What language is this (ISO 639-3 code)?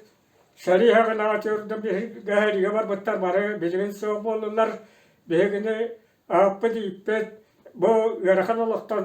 sah